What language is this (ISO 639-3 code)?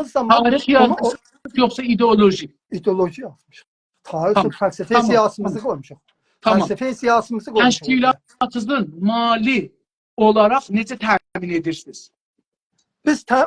azb